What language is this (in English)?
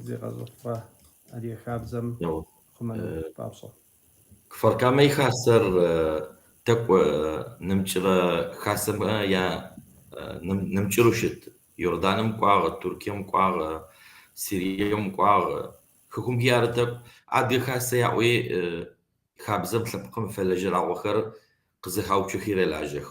Kabardian